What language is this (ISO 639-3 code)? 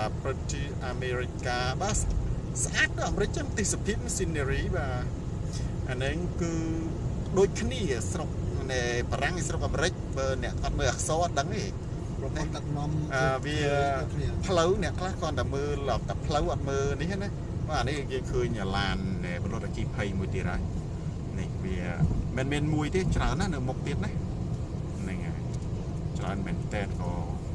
khm